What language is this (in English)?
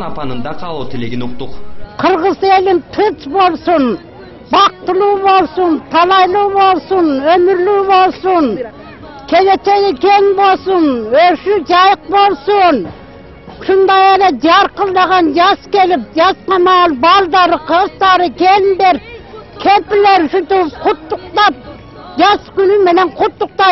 Kyrgyz